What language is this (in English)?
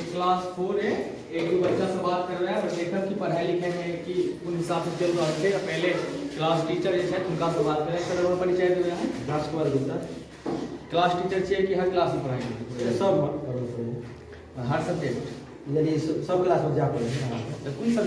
Maithili